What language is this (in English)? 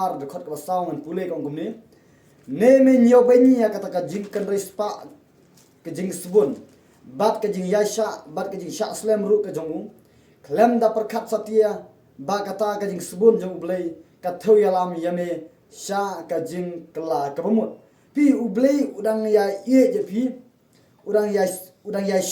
Khasi